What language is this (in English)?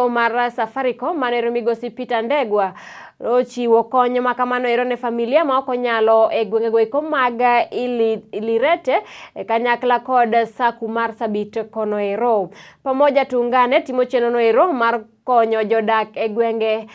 Luo (Kenya and Tanzania)